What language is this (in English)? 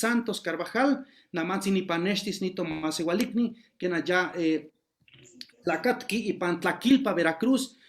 Eastern Huasteca Nahuatl